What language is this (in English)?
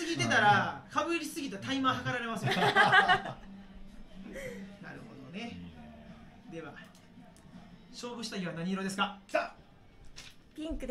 Japanese